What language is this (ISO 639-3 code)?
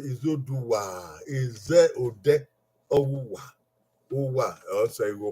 bin